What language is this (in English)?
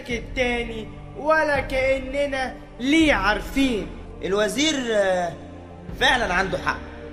Egyptian Arabic